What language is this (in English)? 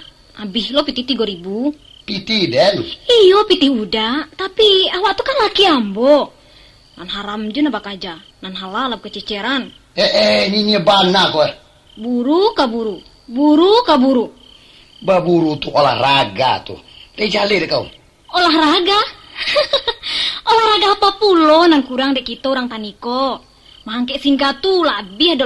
Minangkabau